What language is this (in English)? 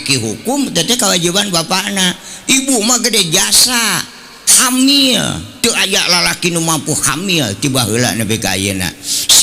Sundanese